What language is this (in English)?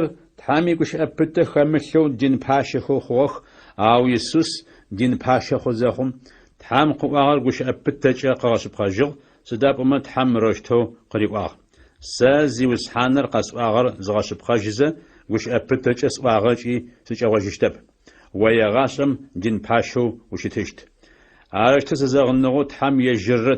Adyghe